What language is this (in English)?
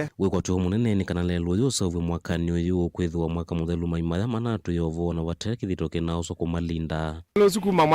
Kamba